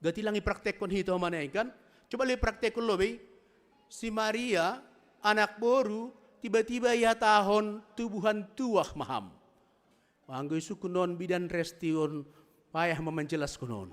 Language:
Batak Simalungun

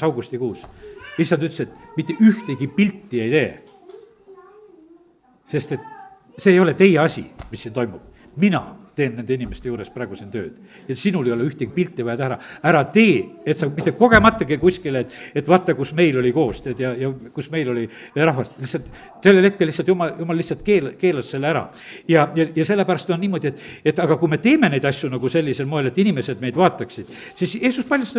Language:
Estonian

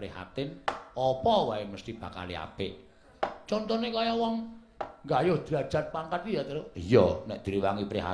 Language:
Javanese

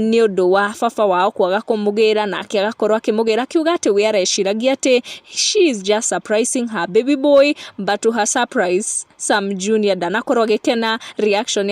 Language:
Kikuyu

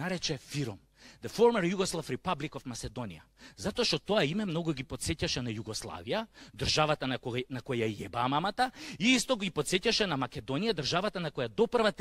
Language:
Macedonian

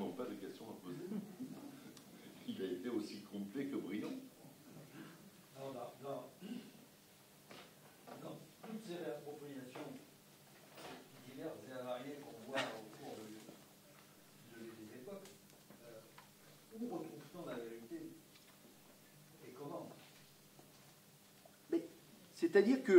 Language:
French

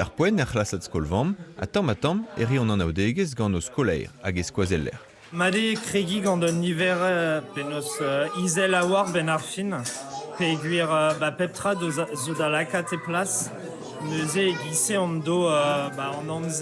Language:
Breton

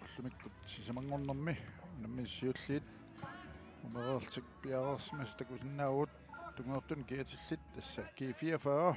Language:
Kalaallisut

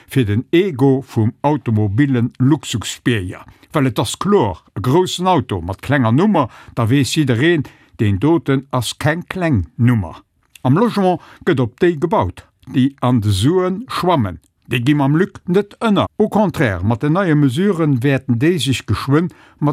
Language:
Luxembourgish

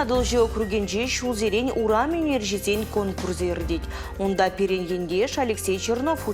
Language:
Chuvash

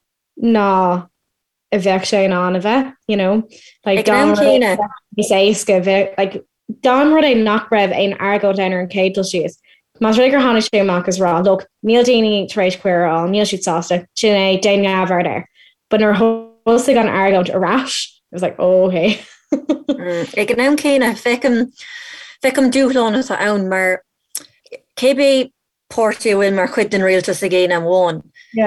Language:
Irish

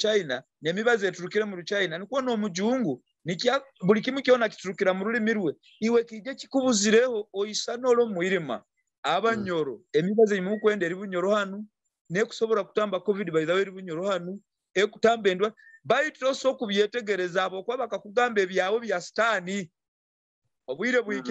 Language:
Nyoro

